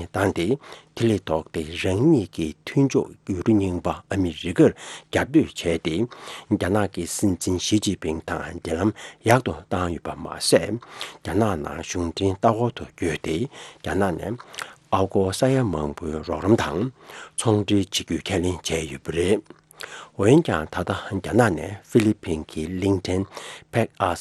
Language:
Tibetan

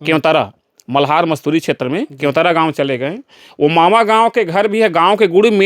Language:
Chhattisgarhi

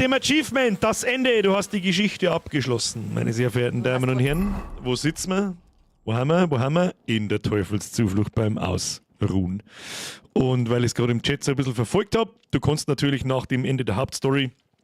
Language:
Bavarian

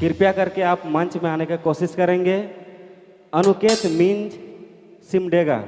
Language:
Sadri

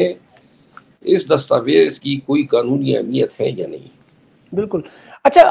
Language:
Urdu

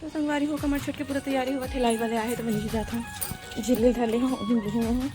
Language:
Chhattisgarhi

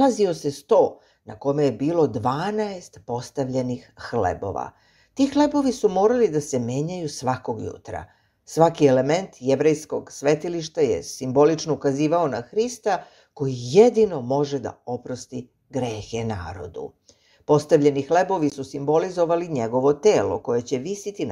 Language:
Serbian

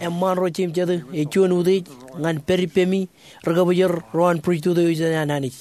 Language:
Marshallese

